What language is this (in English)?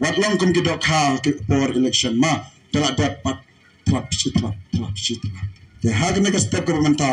Khasi